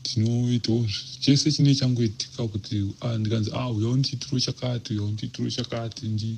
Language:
Shona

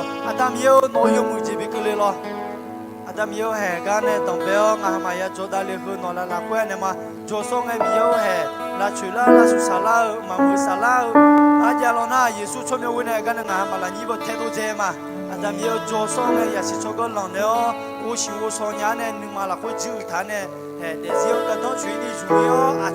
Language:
Akha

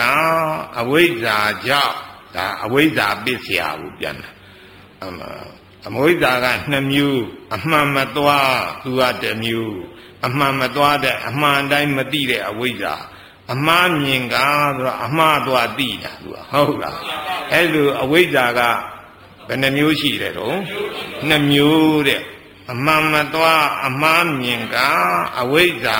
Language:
Burmese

